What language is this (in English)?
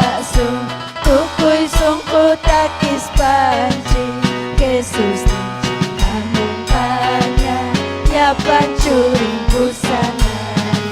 Ayacucho Quechua